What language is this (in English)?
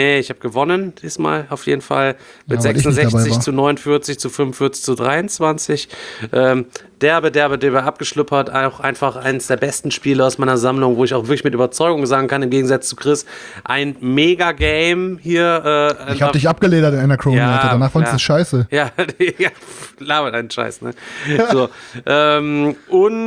German